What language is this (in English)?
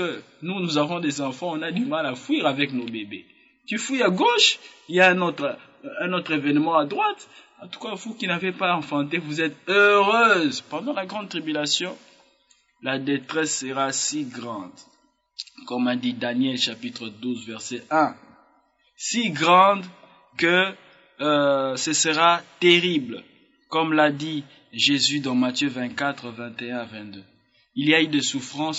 French